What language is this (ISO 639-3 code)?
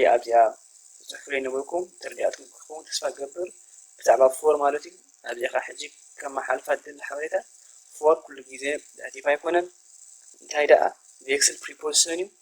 tir